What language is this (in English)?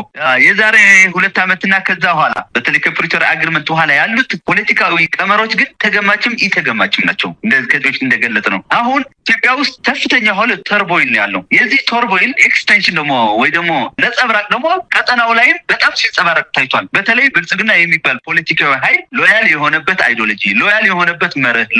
Amharic